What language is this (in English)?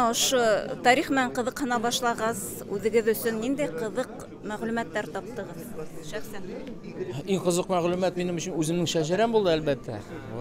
Bashkir